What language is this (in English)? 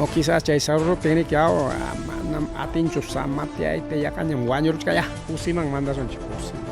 Ayacucho Quechua